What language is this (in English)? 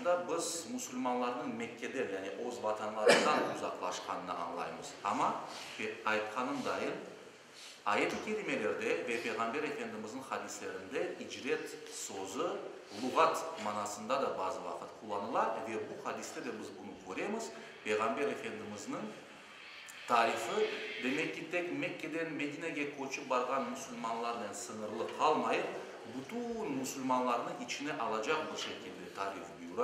Crimean Tatar